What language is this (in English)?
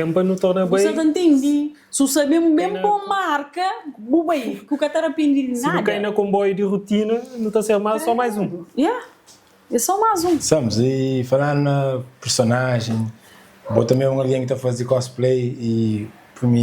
Kabuverdianu